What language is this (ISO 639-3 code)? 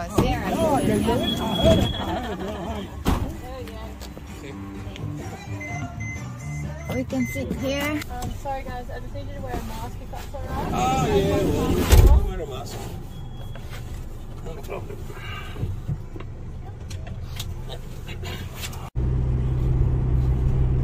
eng